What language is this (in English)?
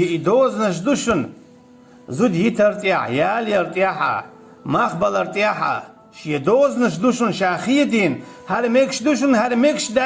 Chechen